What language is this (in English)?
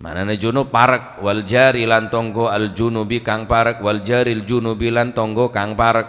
Madurese